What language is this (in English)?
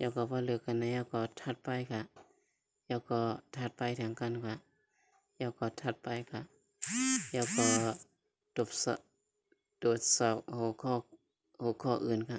Shan